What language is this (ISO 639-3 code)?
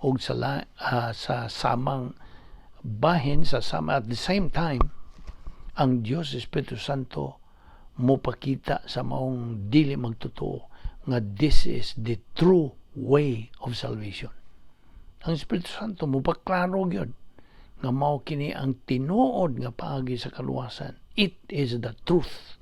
ceb